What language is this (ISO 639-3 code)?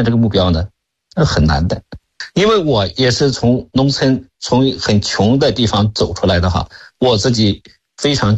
zho